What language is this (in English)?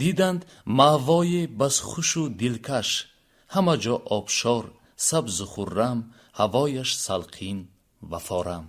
Tajik